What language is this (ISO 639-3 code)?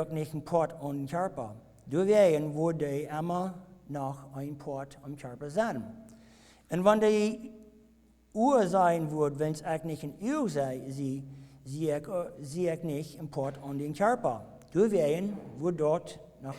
pdt